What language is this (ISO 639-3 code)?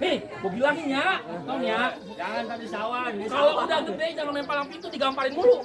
bew